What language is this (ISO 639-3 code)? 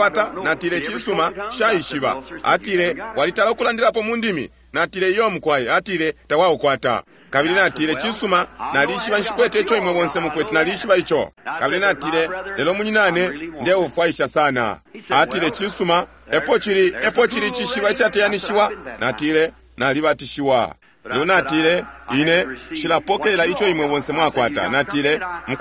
bem